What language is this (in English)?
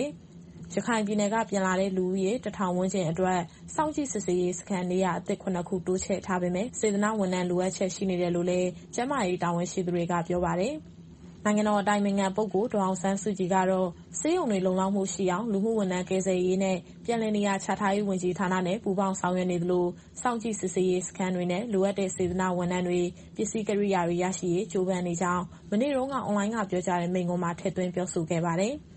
Burmese